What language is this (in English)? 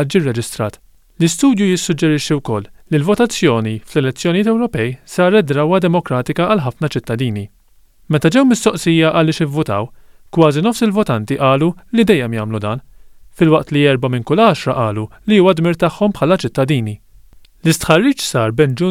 Maltese